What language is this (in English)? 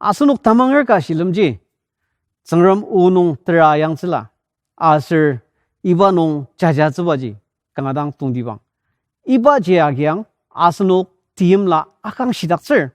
Ao Naga